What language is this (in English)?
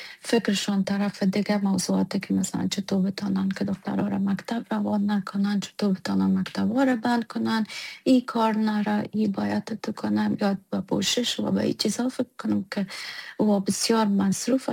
Persian